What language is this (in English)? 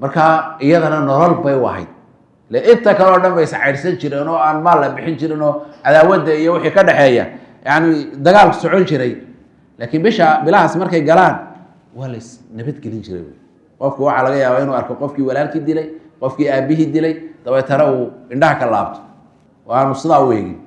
Somali